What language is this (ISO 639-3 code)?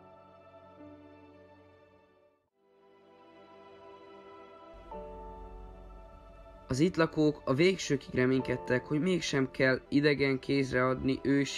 hun